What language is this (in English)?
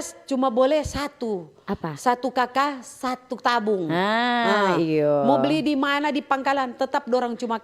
Manado Malay